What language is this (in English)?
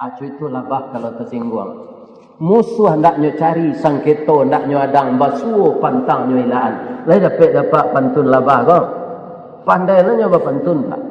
Minangkabau